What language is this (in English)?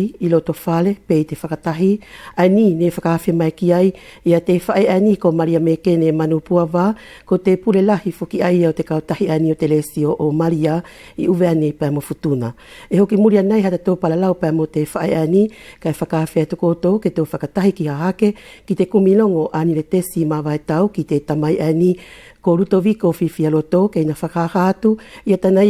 Wallisian